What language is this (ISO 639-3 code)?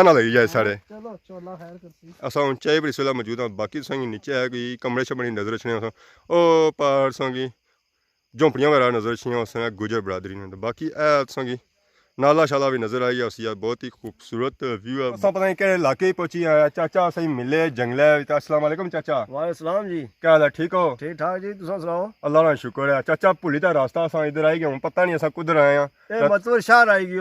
phr